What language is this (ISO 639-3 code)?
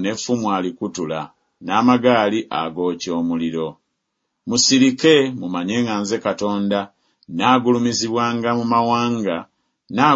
lug